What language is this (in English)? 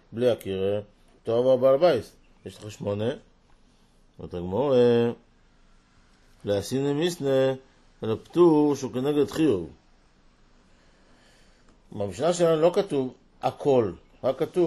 Hebrew